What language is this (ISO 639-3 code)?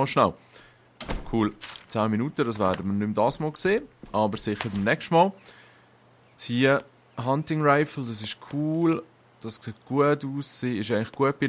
gsw